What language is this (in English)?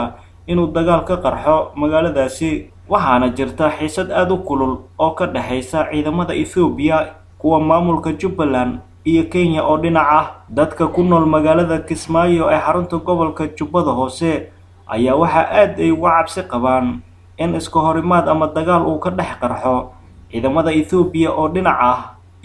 Somali